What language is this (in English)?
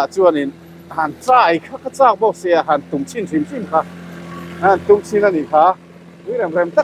Mizo